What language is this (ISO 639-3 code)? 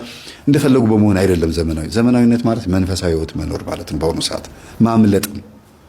amh